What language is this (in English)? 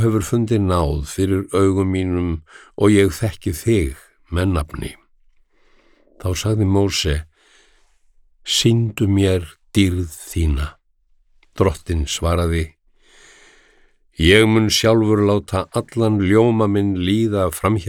Icelandic